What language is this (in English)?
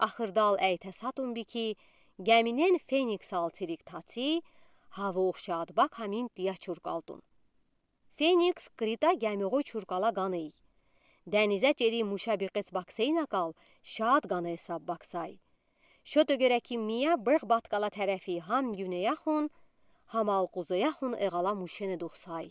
Udi